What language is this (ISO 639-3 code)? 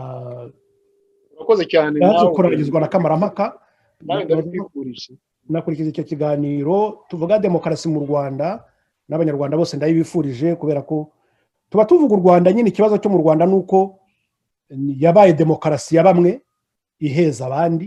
kin